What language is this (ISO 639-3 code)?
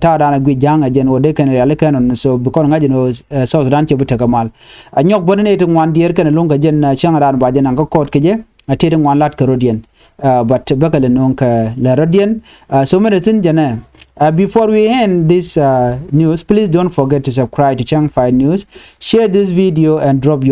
nus